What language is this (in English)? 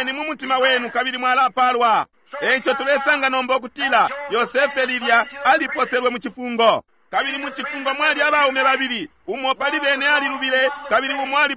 Bemba